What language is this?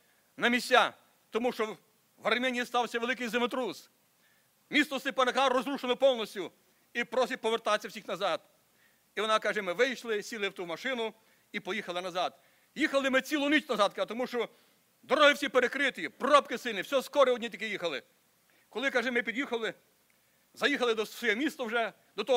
Ukrainian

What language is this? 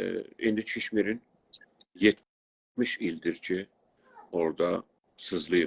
South Azerbaijani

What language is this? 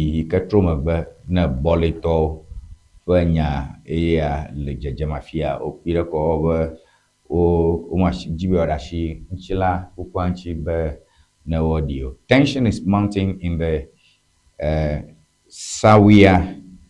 Ewe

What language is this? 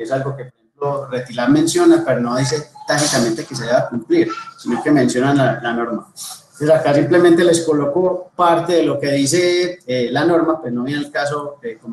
Spanish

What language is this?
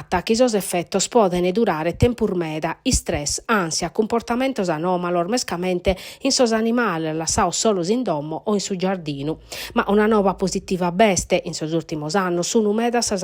Sardinian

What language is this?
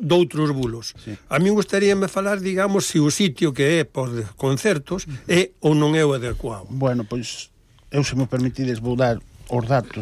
Galician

